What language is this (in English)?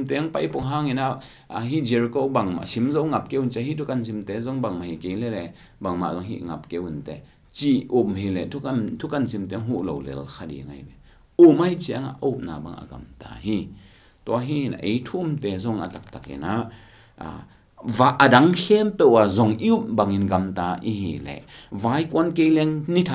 Tedim Chin